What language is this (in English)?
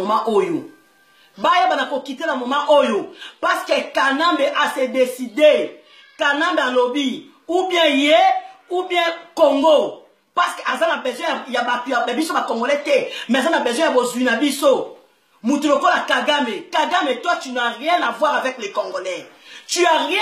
Lingala